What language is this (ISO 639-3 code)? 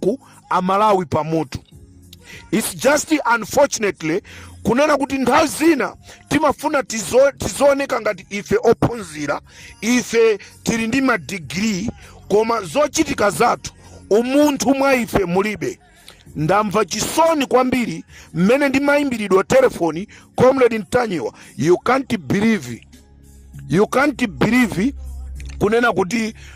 nya